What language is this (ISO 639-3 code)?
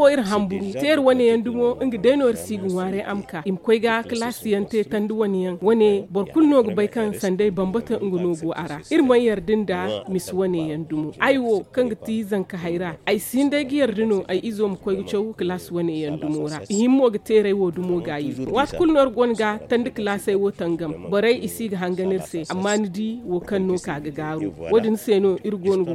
dje